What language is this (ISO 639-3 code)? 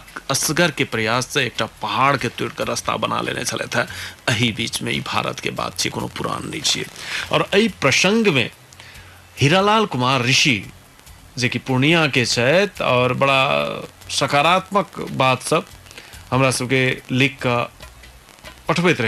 mai